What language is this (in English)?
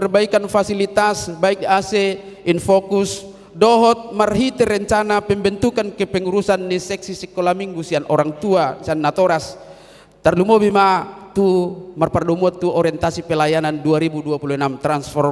Batak Toba